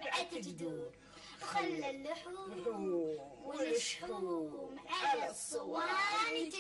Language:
Gulf Arabic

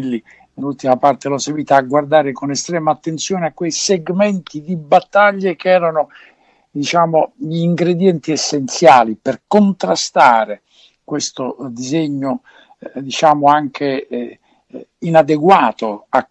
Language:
Italian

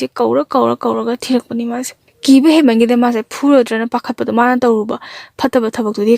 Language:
Manipuri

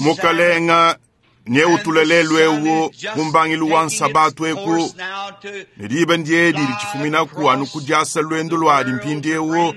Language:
Luba-Lulua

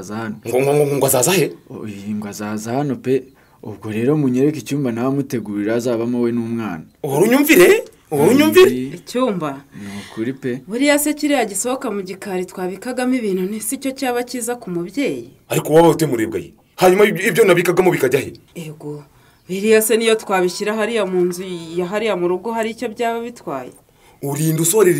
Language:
Kinyarwanda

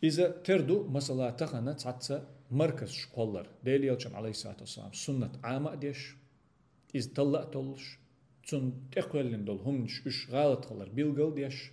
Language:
Chechen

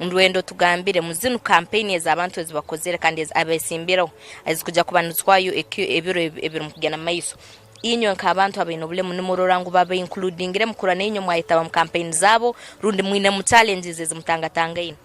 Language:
Nyankole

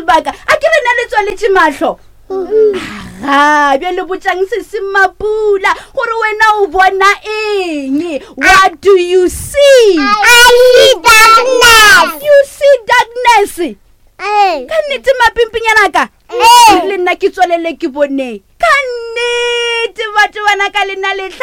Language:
Northern Sotho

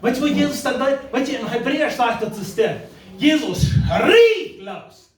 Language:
Plautdietsch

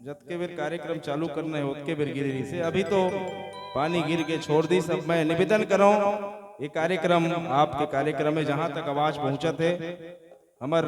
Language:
Chhattisgarhi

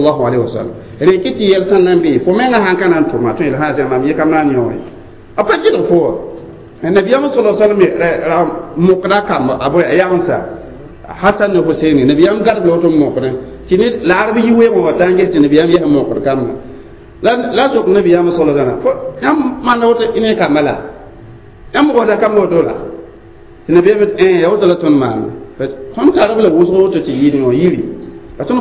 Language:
Mossi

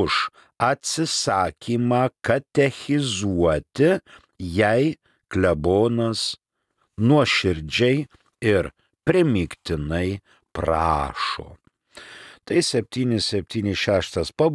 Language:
Lithuanian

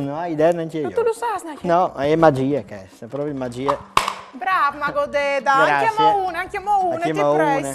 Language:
Friulian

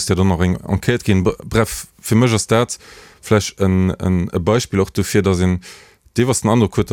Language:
Luxembourgish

